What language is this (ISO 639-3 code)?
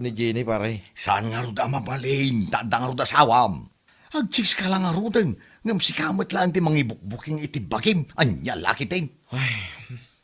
ilo